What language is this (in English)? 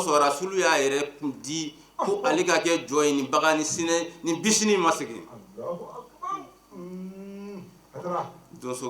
Bambara